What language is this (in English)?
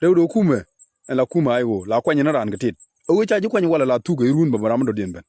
Nuer